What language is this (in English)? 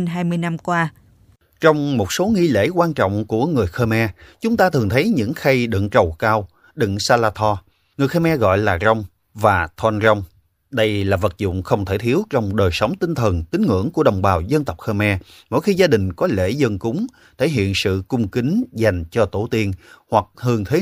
Vietnamese